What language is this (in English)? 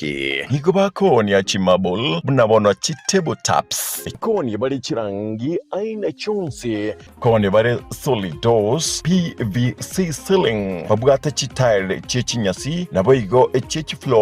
Gusii